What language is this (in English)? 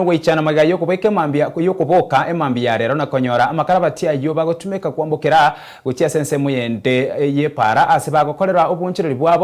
Gusii